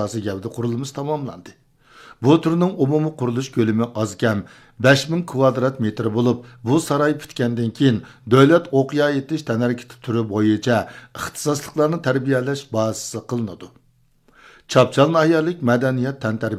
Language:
Uyghur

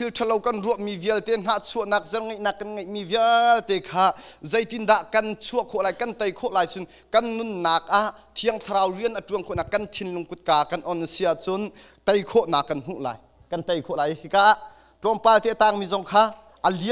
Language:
Hakha Chin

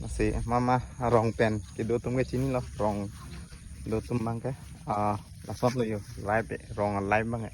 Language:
Karbi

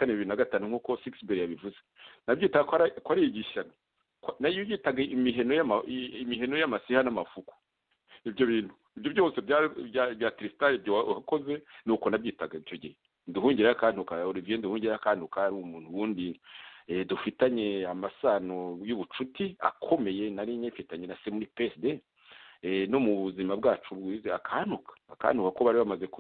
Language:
Kinyarwanda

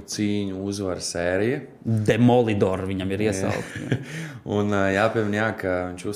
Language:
Latvian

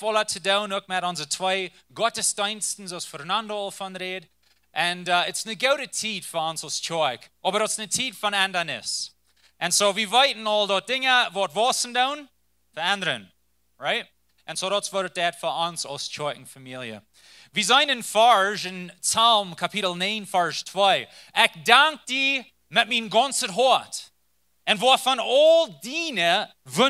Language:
Plautdietsch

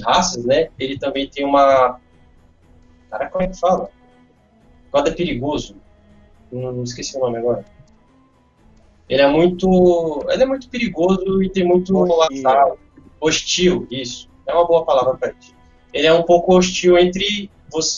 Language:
Portuguese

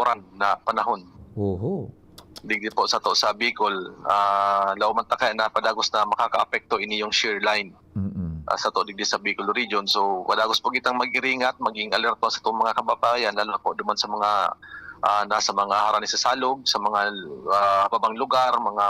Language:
Bikol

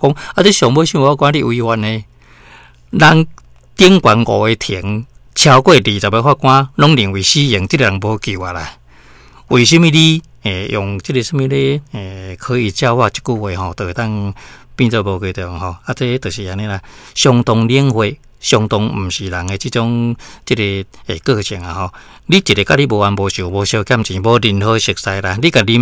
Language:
Min Nan Chinese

